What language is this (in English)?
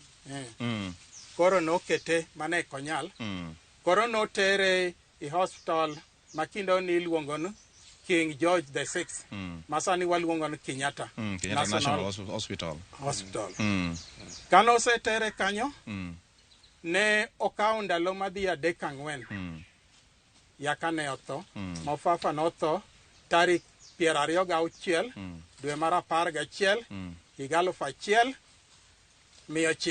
Luo (Kenya and Tanzania)